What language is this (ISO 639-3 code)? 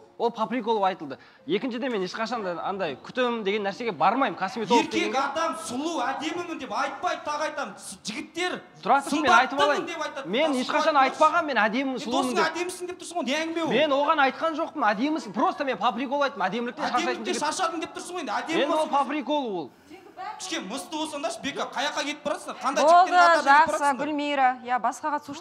kaz